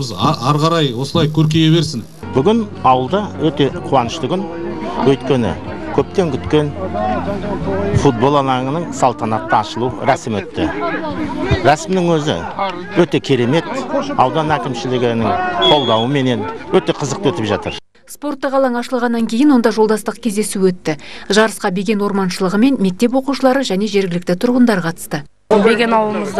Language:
Kazakh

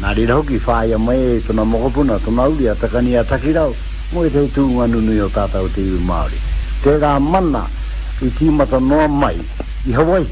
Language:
Māori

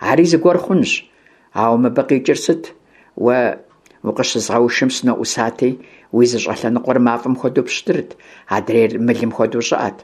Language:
Kabardian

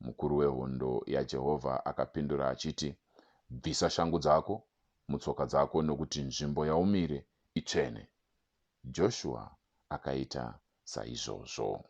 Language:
Shona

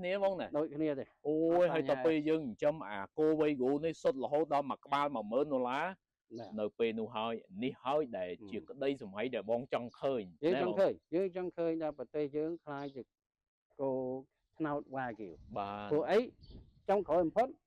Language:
Khmer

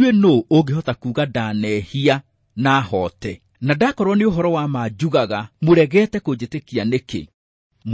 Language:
Kikuyu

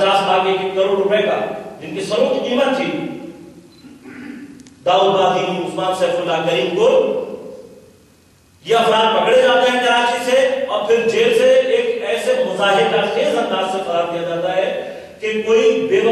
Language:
Urdu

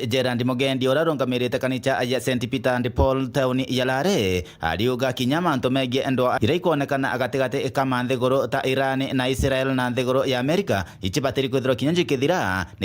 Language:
Meru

